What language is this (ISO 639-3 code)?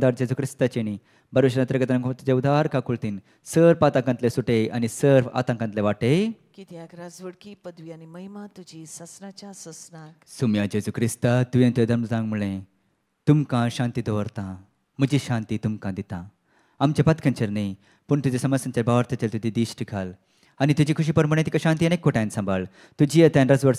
kok